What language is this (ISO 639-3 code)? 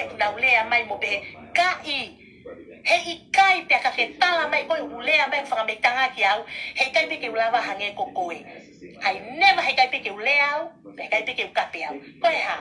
ton